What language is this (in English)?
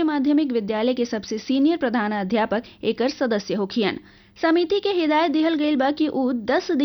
Bhojpuri